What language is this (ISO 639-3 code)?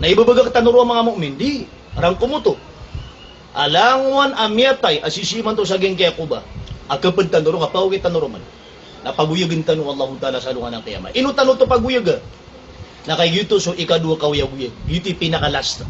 mrw